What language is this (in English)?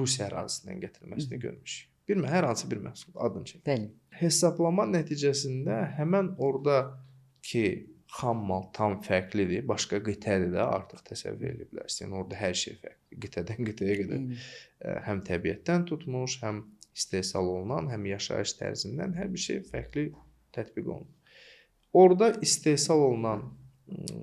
Azerbaijani